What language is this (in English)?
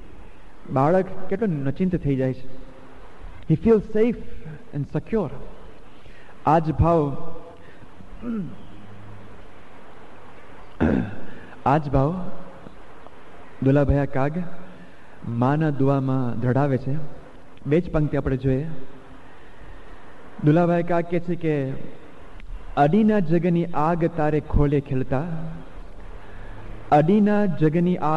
Gujarati